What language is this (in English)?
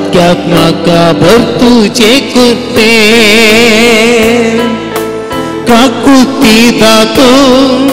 Konkani